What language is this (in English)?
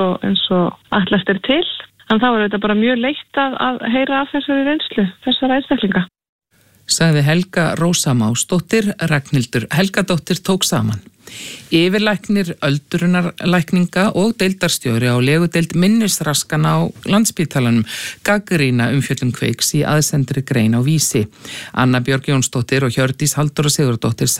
Icelandic